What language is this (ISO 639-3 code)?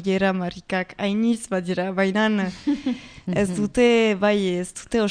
eus